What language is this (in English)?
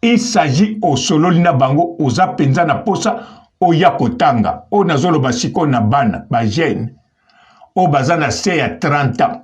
Lingala